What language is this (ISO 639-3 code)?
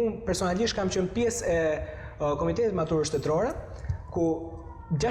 sqi